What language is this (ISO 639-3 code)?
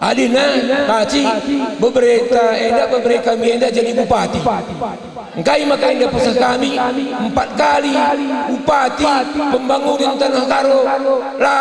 btx